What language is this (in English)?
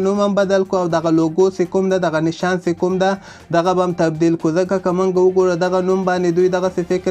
Pashto